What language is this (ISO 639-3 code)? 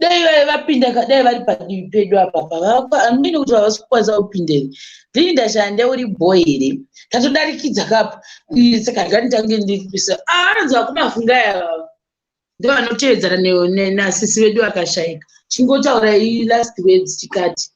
sna